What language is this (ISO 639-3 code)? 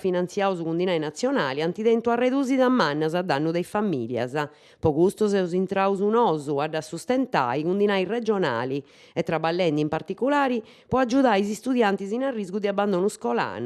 srd